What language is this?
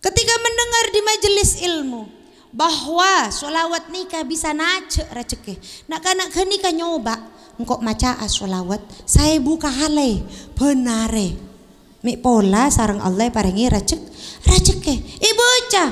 Madurese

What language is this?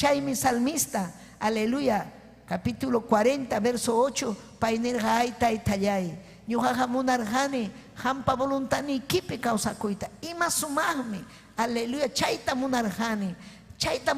Ayacucho Quechua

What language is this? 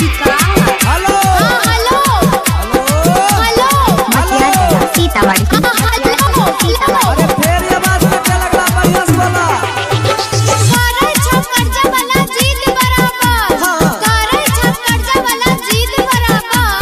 Maithili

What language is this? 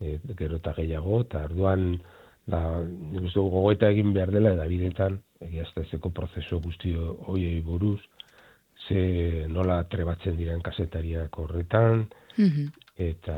Basque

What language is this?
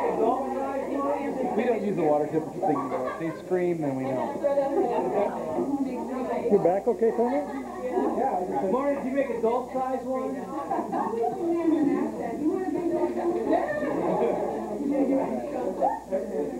English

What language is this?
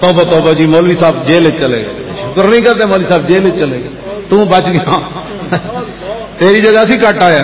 Western Panjabi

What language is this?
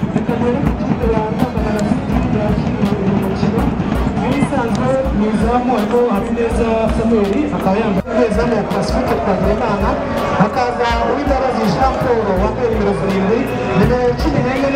Kinyarwanda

